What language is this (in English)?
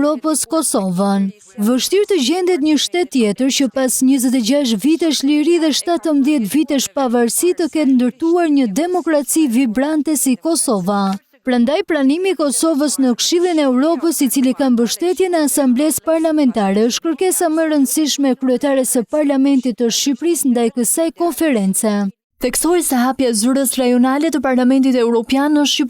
Albanian